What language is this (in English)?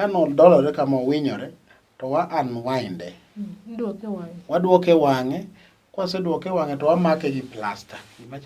Luo (Kenya and Tanzania)